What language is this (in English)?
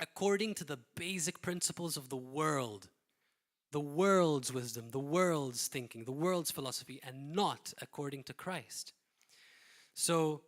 English